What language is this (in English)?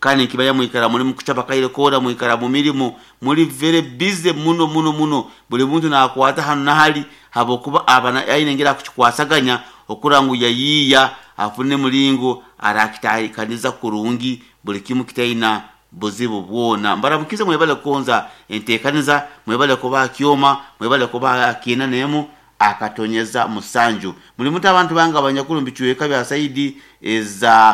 Nyoro